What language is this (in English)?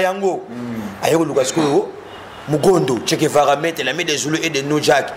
Lingala